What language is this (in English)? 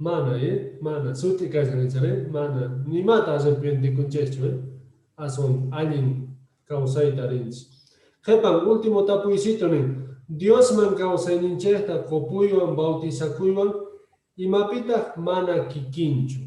Quechua